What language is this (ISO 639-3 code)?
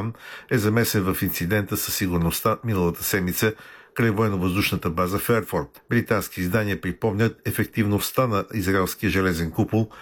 bul